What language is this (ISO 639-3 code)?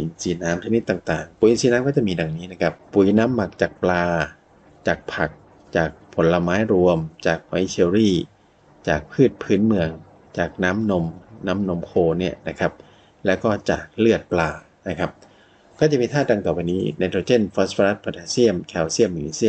tha